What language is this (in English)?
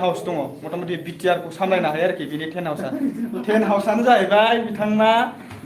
Bodo